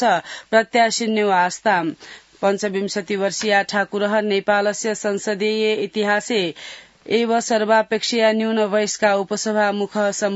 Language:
Sanskrit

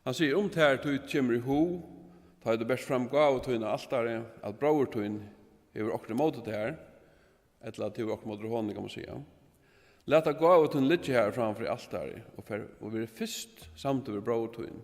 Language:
Faroese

